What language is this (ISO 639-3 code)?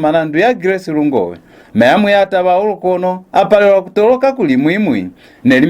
loz